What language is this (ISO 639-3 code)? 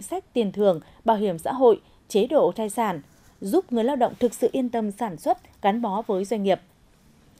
vie